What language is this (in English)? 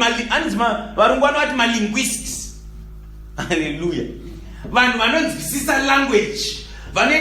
Shona